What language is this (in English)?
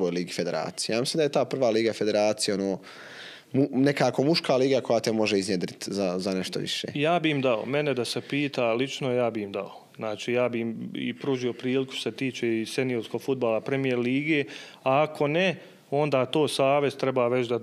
Bosnian